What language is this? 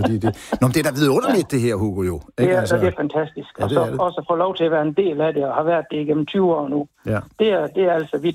Danish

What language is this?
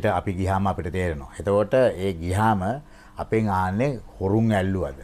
Sinhala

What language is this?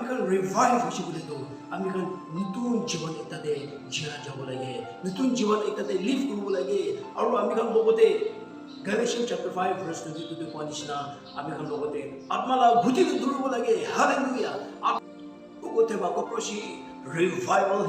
Chokri Naga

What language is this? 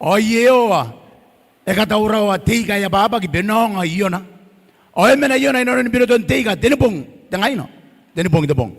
Gilbertese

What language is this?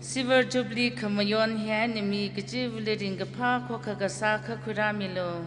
Tangkhul Naga (India)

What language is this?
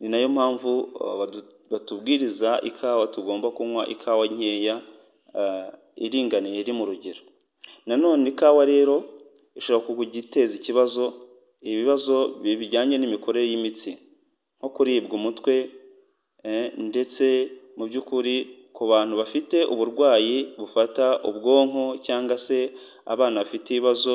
Kinyarwanda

